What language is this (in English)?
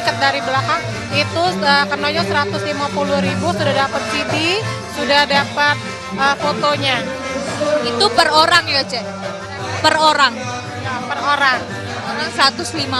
Musi